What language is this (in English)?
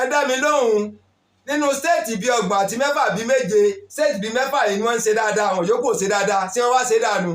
Yoruba